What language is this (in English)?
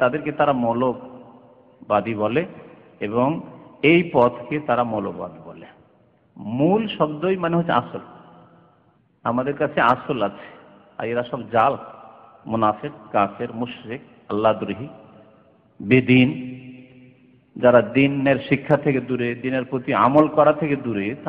Bangla